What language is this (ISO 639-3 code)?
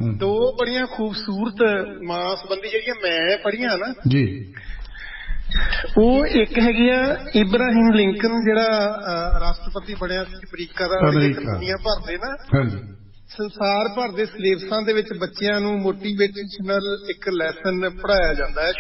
pan